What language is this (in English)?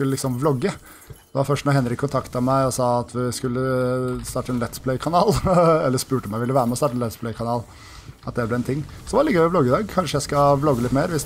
Norwegian